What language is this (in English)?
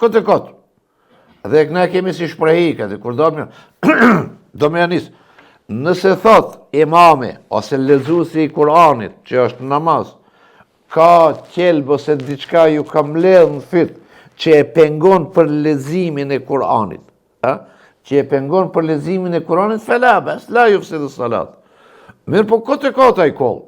Albanian